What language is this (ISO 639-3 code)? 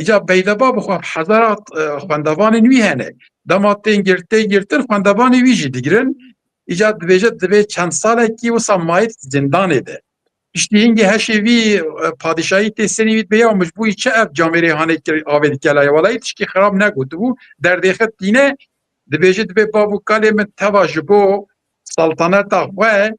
kur